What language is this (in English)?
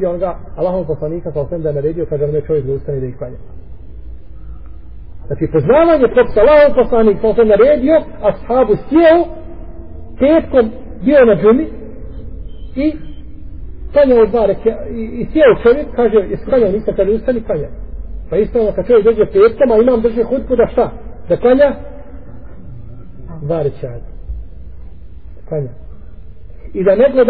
Bosnian